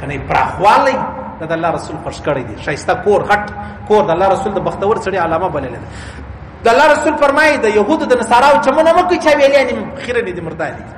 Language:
Pashto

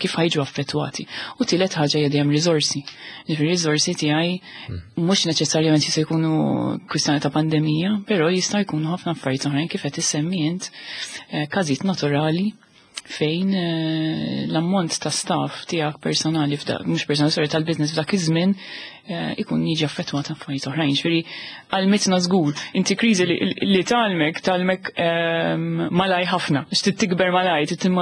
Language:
Maltese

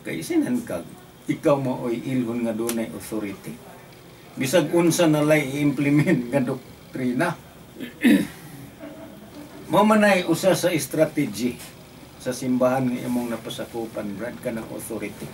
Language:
Cebuano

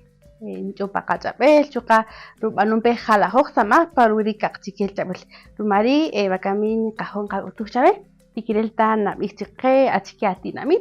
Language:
Kaqchikel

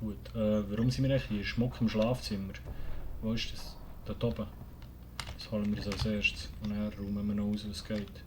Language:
Swiss German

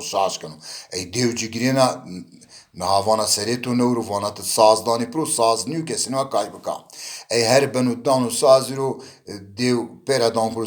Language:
Zaza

